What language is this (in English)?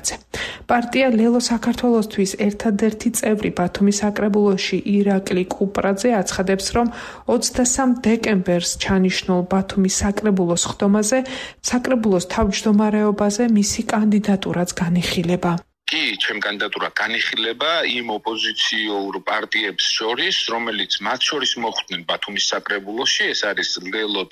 Georgian